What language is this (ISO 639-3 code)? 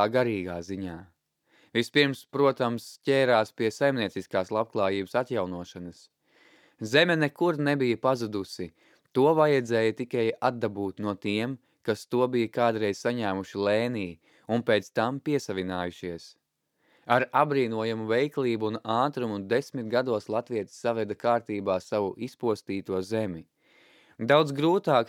lav